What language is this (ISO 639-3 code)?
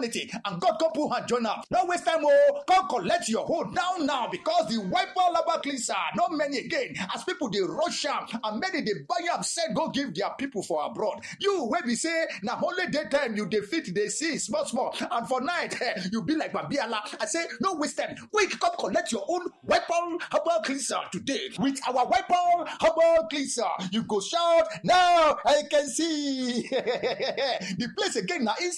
pcm